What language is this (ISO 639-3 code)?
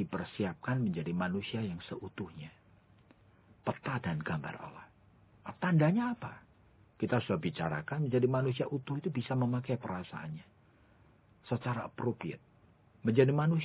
ind